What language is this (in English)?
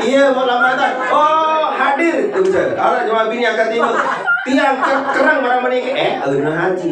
Sasak